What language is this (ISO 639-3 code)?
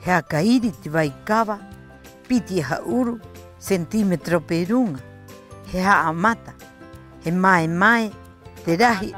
rap